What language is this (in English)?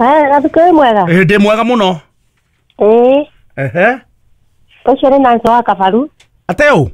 Kikuyu